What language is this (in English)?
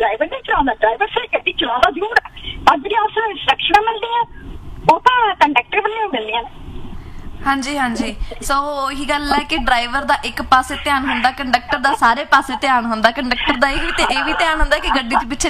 Punjabi